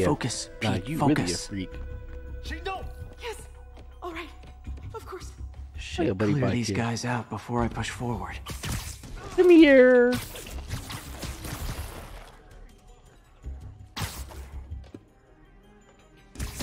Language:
English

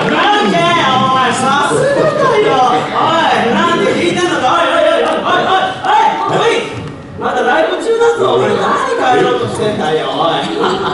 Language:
Japanese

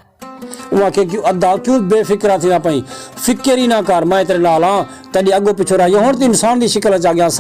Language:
Saraiki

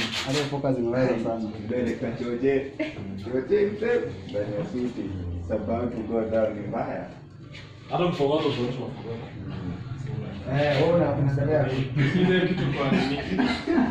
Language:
Swahili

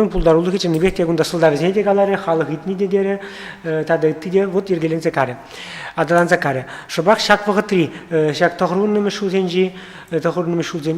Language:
Chuvash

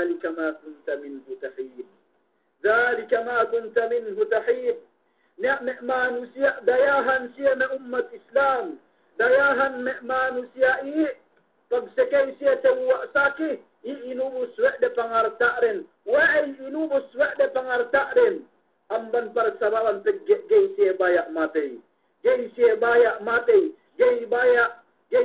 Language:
Yakan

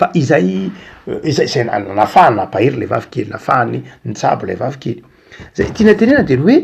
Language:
Malagasy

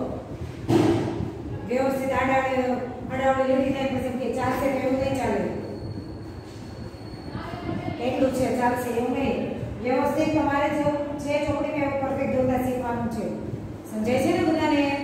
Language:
Gujarati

